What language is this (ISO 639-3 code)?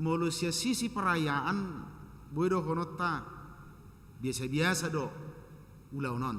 bbc